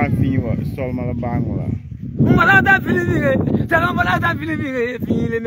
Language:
Frafra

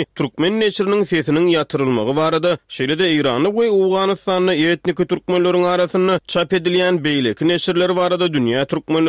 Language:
Turkmen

